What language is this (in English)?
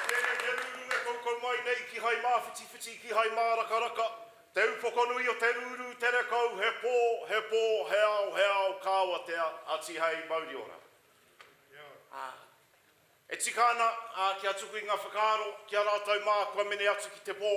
Māori